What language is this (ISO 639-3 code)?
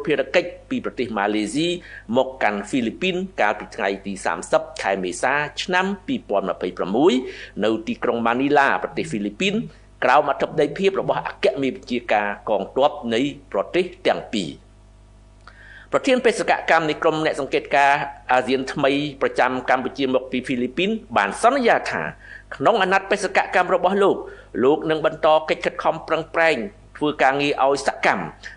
khm